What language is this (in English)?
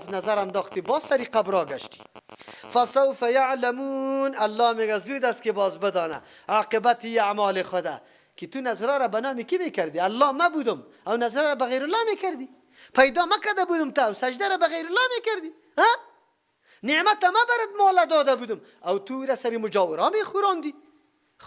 Persian